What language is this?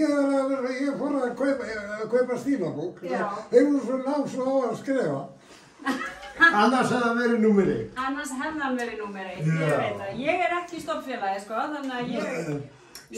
Icelandic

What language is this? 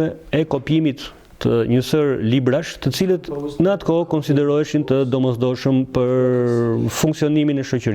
Albanian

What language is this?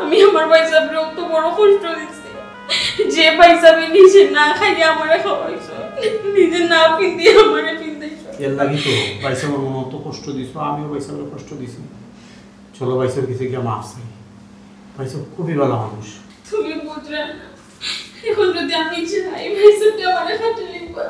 Sylheti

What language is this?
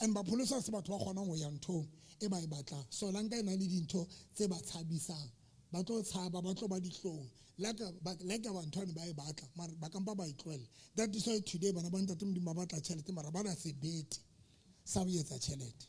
Southern Sotho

